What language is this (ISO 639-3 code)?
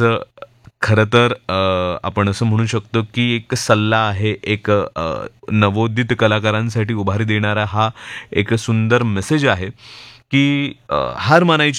mar